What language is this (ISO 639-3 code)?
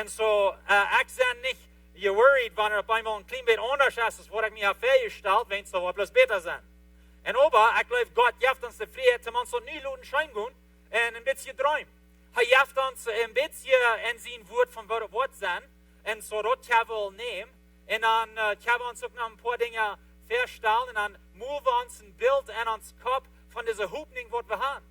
pdt